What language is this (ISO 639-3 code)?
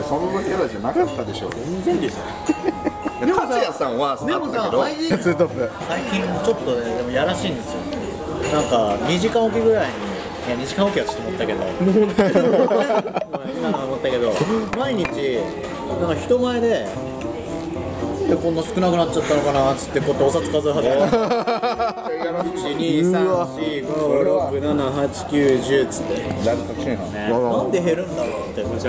jpn